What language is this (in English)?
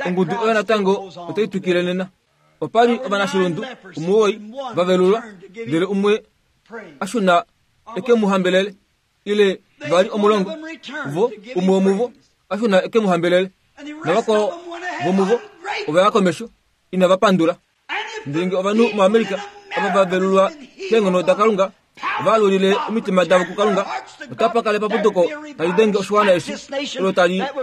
Kuanyama